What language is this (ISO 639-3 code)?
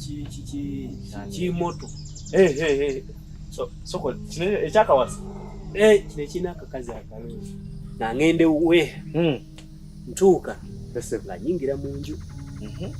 lug